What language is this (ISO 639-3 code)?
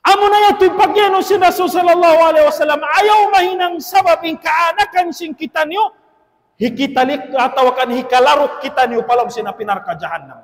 tsg